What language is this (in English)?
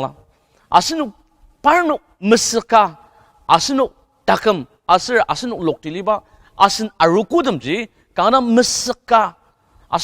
Ao Naga